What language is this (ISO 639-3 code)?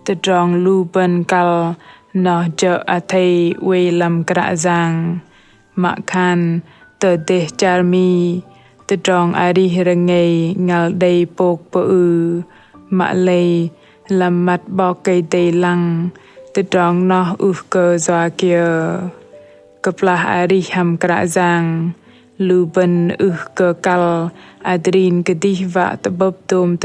bdq